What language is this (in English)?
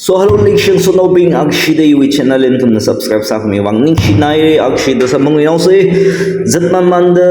Tangkhul Naga (India)